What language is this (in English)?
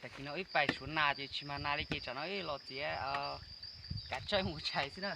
Hmong